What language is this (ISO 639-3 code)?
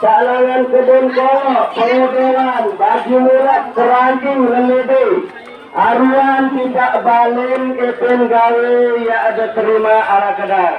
sas